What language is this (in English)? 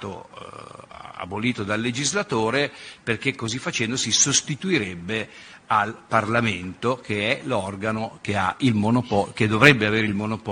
Italian